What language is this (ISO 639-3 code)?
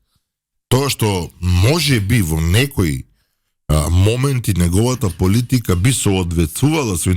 mkd